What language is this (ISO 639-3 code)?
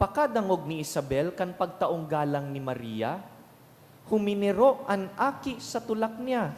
bik